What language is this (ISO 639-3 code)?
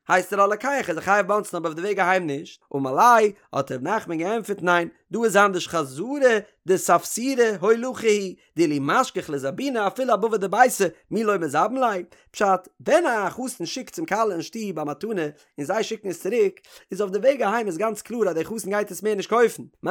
yid